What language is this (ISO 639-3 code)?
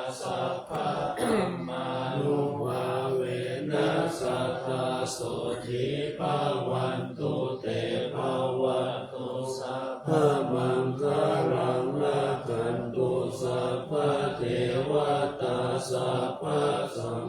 pli